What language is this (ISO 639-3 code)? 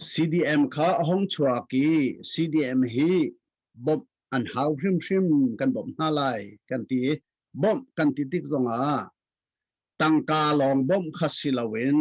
cnh